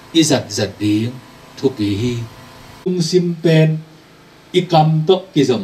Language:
Tedim Chin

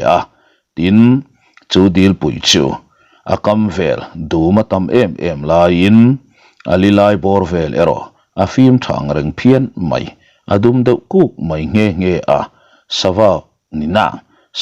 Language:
Mizo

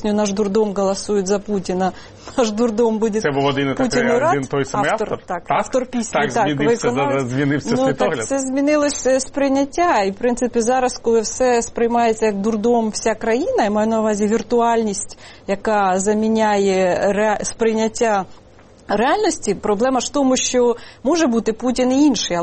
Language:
Ukrainian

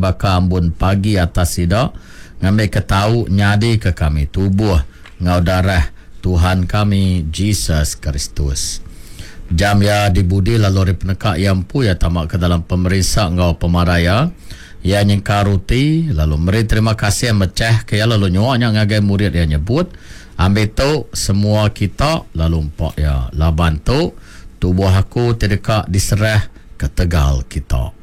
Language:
Iban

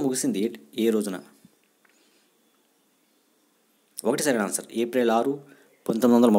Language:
Telugu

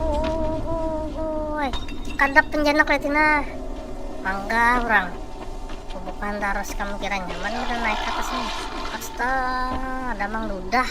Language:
Banjar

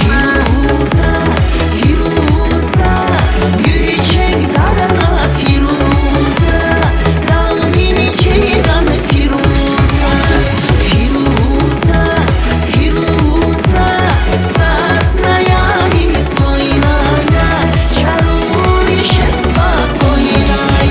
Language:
Tabassaran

